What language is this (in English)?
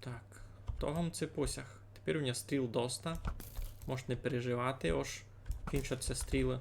Rusyn